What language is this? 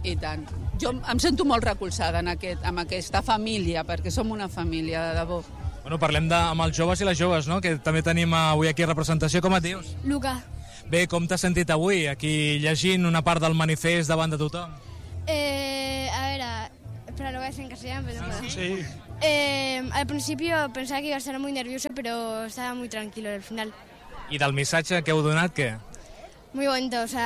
Catalan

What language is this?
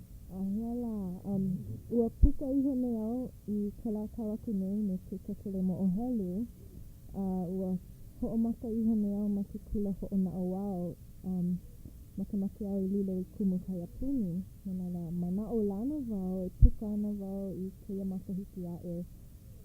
Hawaiian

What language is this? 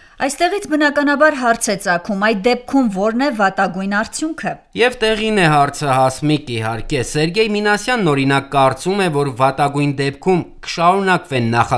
Armenian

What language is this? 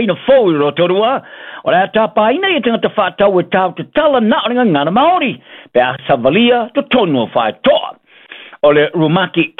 Samoan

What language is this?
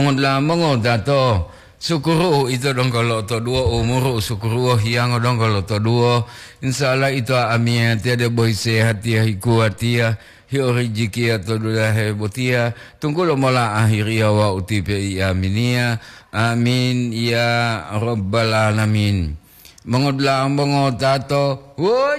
Gorontalo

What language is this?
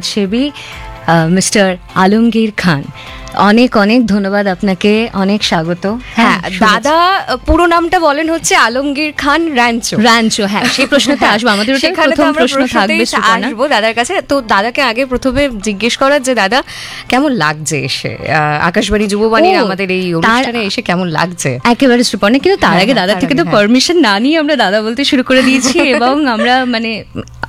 Bangla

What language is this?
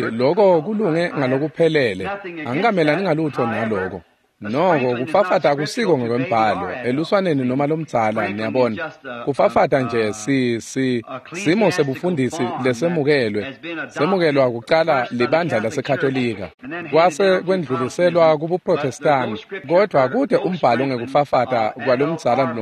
Swati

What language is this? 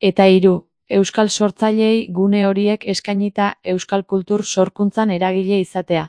Basque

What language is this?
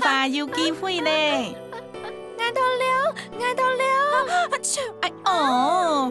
Hakka Chinese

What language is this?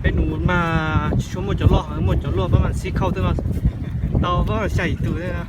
Hmong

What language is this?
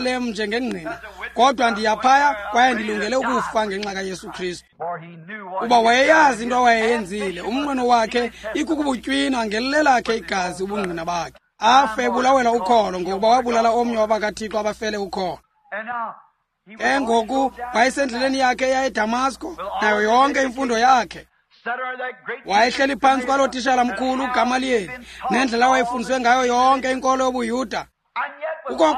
Xhosa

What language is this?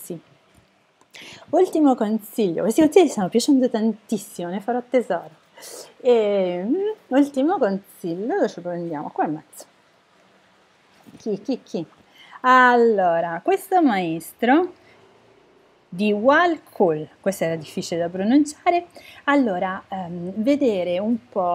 Italian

